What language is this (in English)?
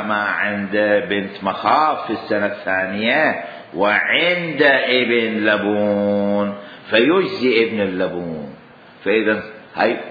Mesopotamian Arabic